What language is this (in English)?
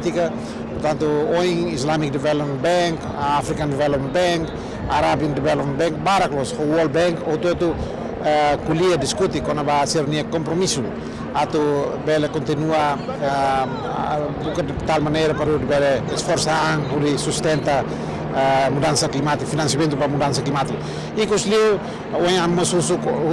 Tetum